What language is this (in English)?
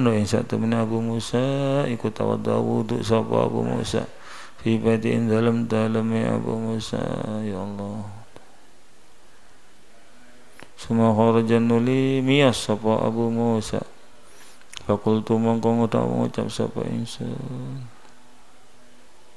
Javanese